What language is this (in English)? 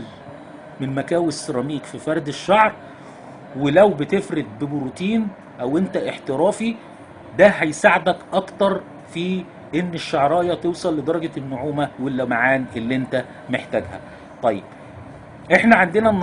Egyptian Arabic